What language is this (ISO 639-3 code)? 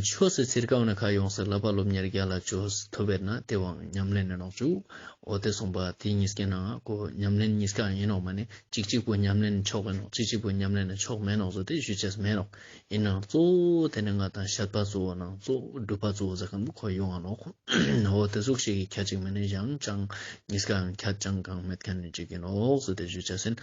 lbj